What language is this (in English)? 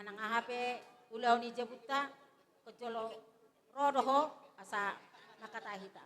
Batak Toba